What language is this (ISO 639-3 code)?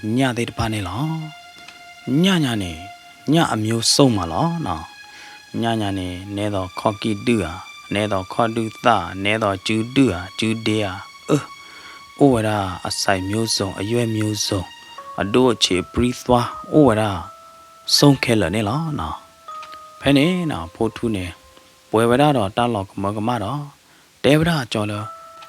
ksw